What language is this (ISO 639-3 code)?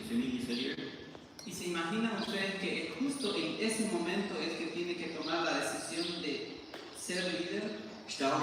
pdt